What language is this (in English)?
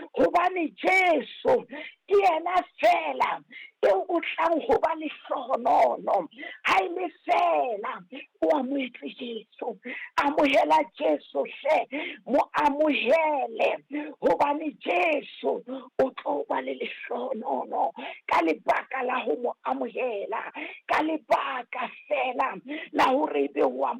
Southern Sotho